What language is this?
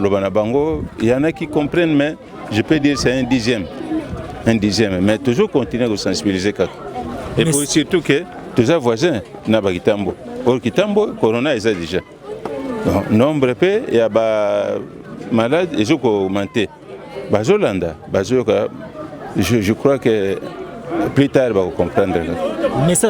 Lingala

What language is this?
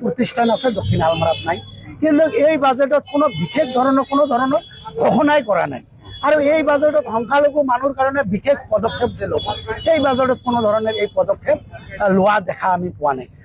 Assamese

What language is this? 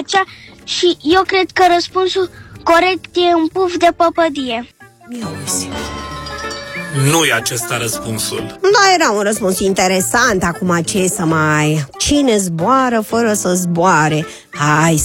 Romanian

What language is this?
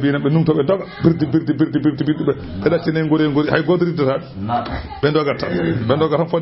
Fula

